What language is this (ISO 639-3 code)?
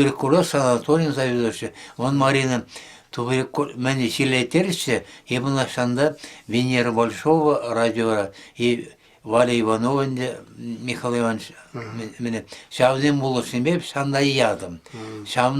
chv